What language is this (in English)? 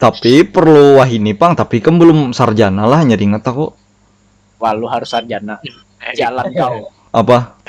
Banjar